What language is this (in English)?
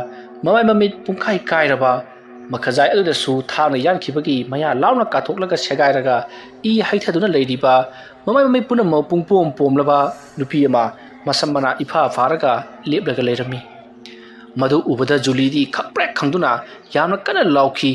Manipuri